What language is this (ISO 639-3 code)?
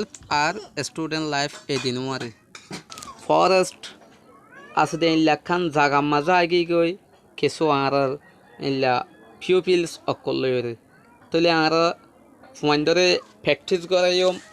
rhg